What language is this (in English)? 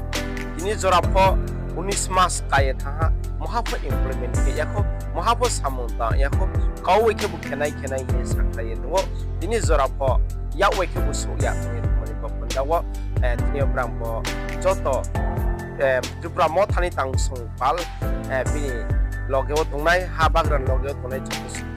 Riang (India)